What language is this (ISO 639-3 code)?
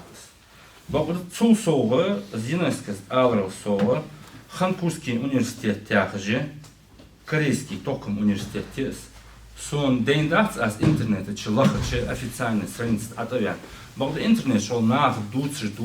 inh